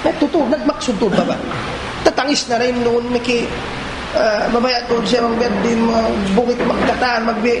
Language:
Tausug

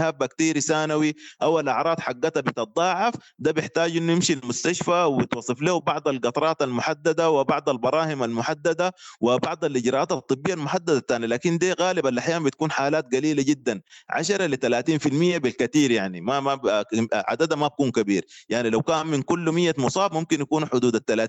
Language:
Sudanese Arabic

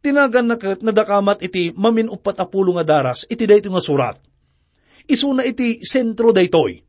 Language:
Iloko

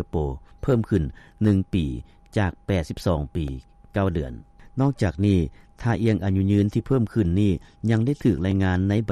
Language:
Lao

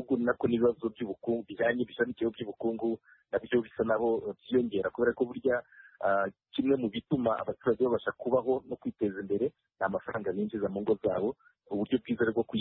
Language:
Kinyarwanda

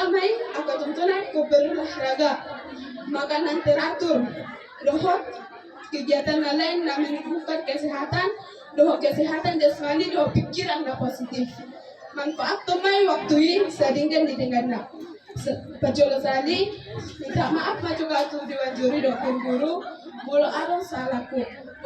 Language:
Batak Toba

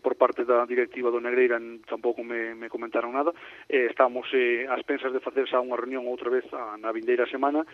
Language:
Galician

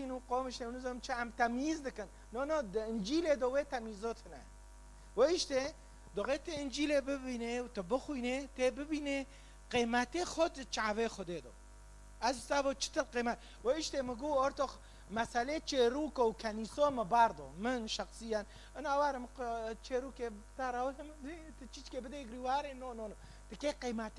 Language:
Kurdish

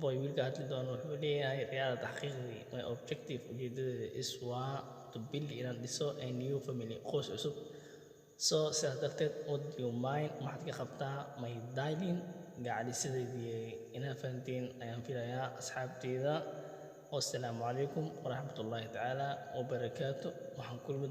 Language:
Somali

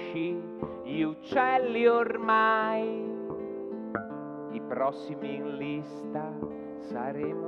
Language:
Italian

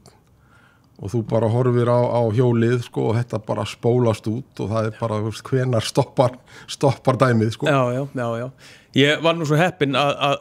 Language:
Icelandic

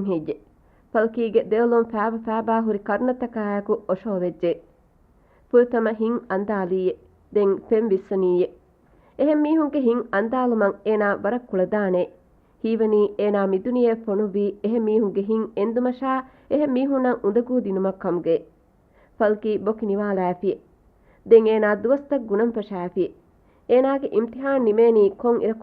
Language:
Divehi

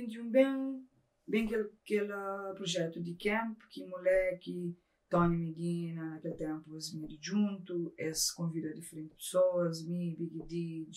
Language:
Kabuverdianu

